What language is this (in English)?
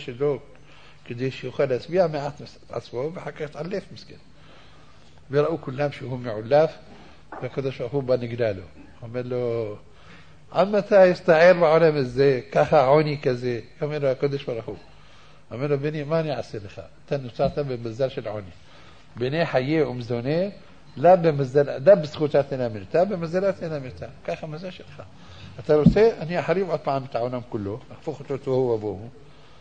Hebrew